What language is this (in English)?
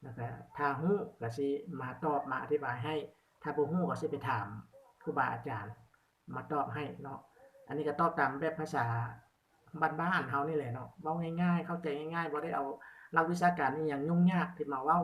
Lao